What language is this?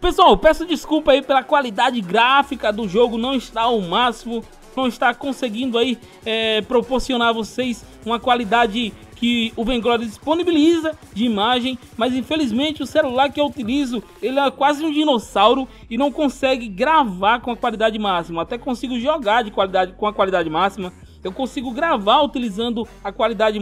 Portuguese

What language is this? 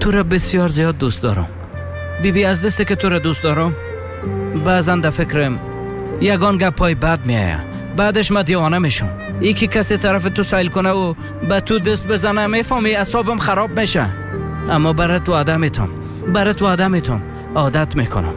Persian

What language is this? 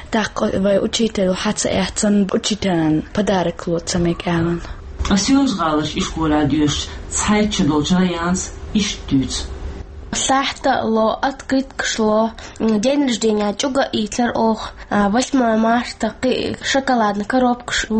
Chechen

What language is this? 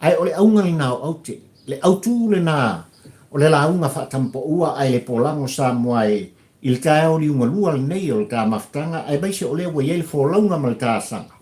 Samoan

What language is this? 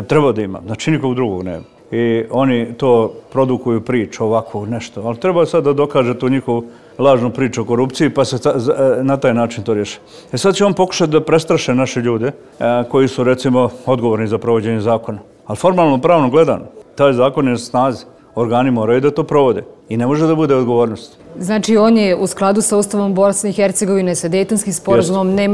Croatian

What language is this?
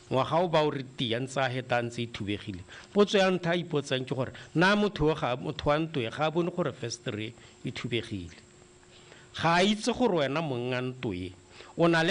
Tswana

